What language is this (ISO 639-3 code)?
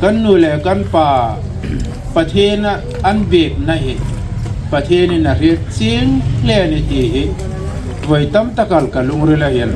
hmr